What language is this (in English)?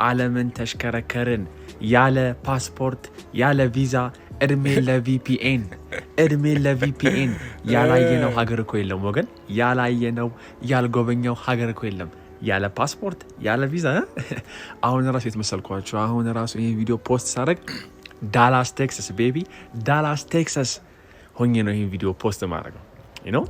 Amharic